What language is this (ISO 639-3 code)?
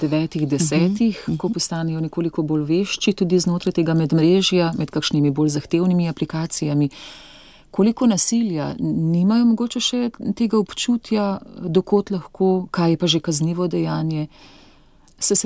slv